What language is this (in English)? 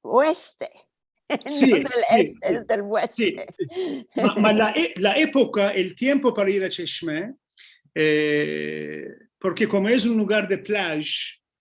Ladino